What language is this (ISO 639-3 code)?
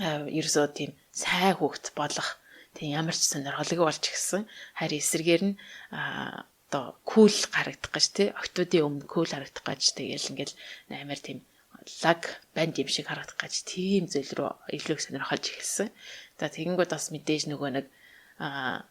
mon